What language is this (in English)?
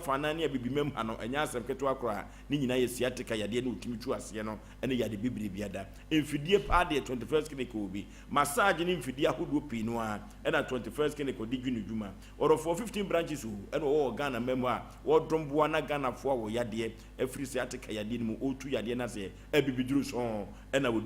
Akan